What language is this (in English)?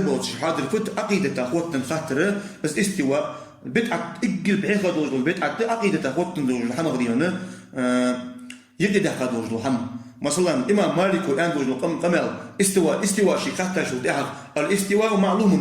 Ingush